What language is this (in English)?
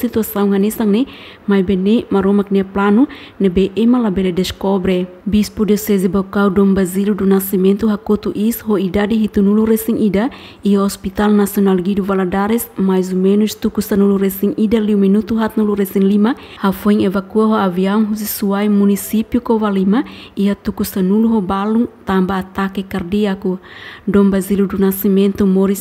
Tetum